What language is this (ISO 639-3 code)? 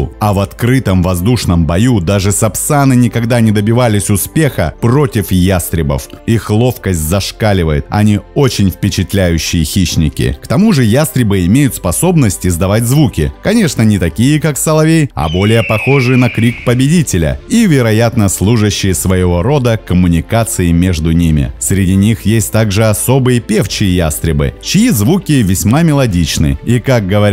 rus